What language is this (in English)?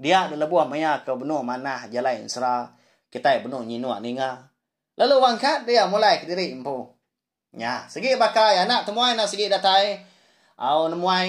Iban